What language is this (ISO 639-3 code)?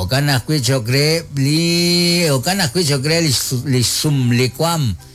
kek